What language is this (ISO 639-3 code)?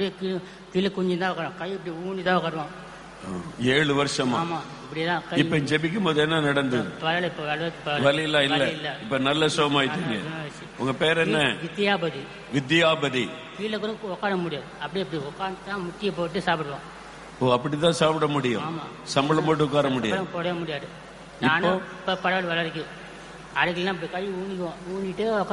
tam